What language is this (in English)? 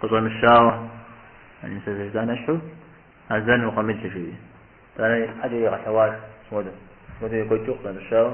Kabardian